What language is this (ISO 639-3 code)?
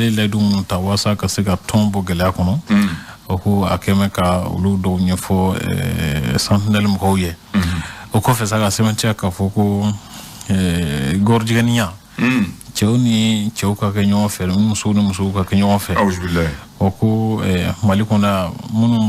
bam